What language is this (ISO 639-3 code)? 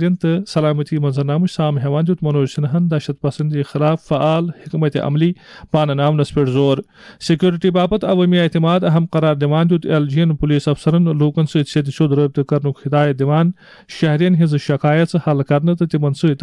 kas